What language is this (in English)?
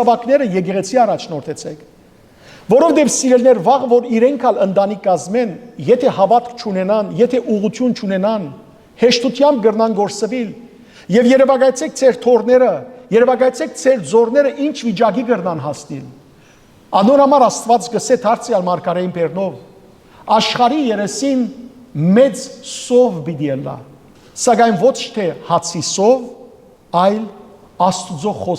Western Armenian